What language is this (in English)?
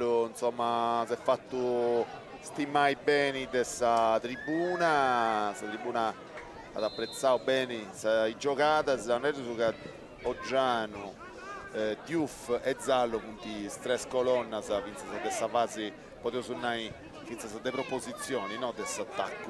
Sardinian